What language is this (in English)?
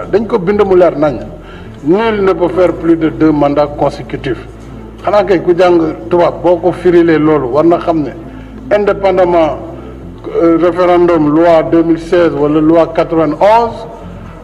Wolof